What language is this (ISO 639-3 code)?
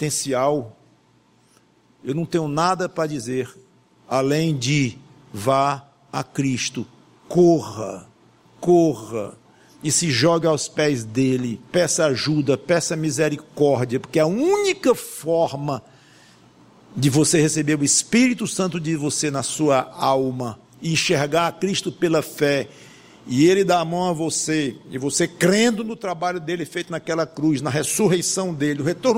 por